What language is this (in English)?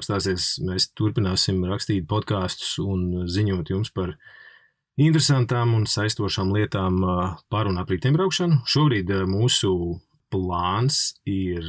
Latvian